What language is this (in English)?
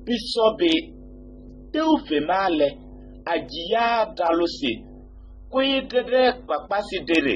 Kabiyè